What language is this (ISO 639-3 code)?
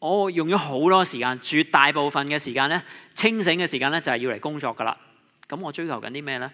yue